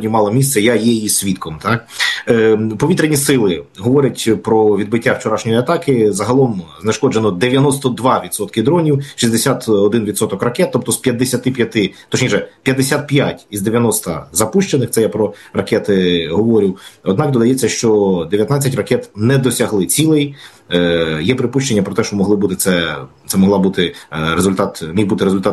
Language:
Ukrainian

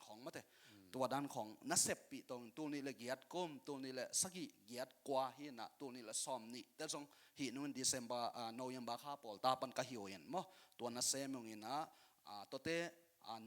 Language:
Tedim Chin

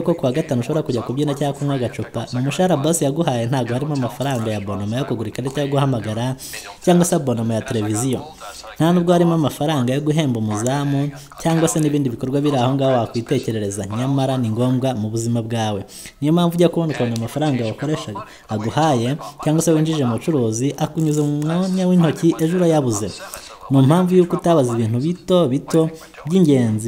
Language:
Kinyarwanda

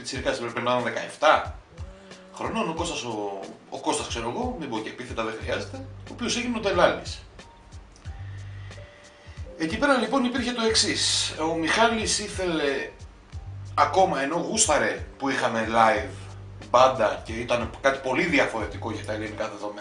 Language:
Greek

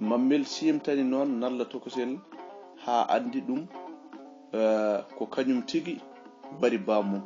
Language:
Fula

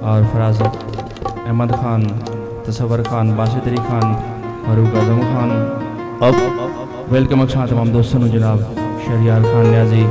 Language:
Saraiki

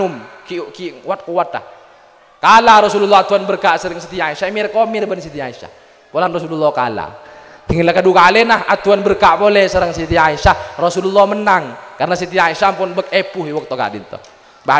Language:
Madurese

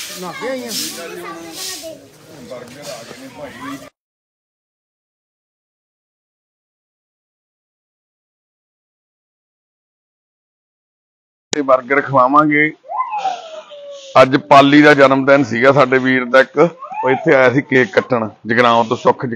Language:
Punjabi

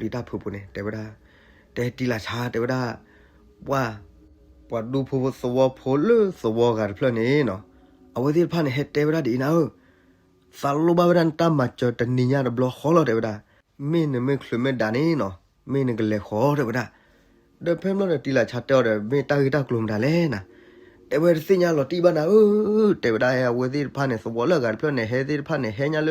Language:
S'gaw Karen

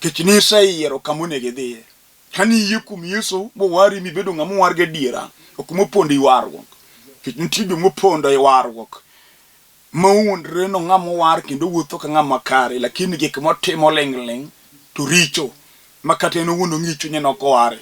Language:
Luo (Kenya and Tanzania)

